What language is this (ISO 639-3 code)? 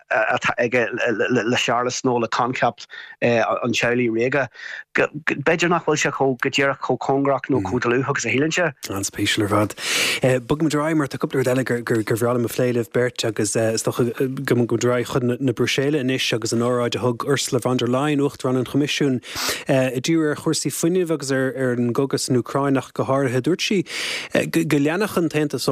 gle